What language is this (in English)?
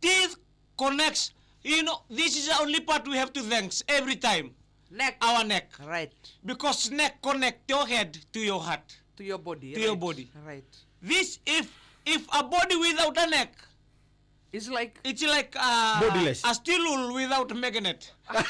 Fijian